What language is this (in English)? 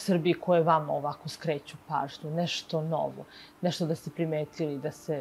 Serbian